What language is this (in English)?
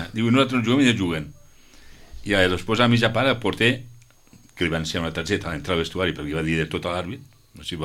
Catalan